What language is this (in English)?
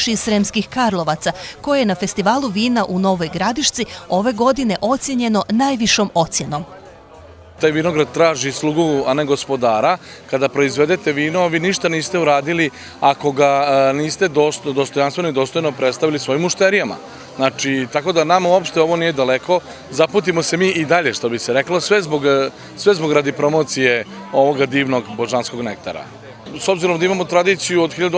Bosnian